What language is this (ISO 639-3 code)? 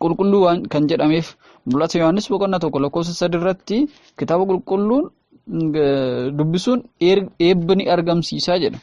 orm